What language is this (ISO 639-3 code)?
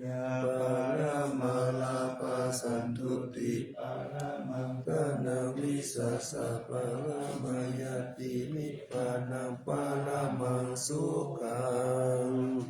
pli